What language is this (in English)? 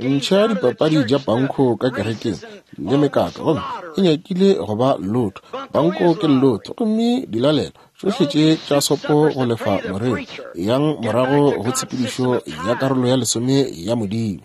Northern Sotho